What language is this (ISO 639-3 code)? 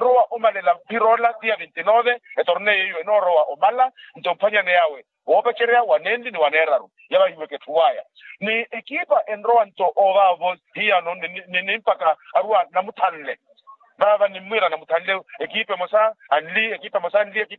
vmw